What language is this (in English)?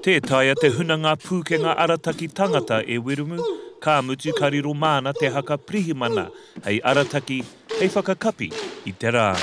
Māori